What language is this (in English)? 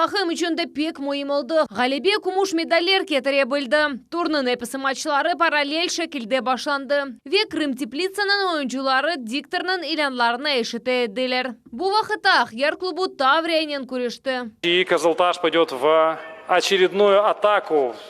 Crimean Tatar